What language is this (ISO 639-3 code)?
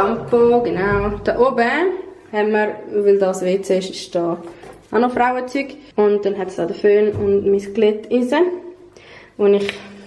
gsw